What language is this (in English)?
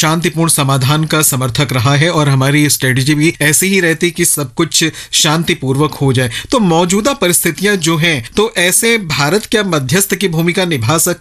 Hindi